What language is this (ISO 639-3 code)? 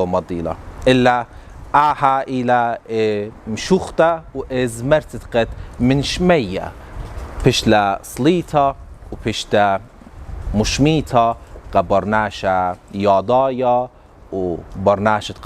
aii